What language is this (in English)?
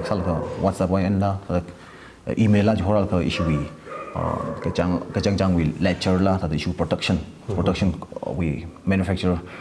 Tangkhul Naga (India)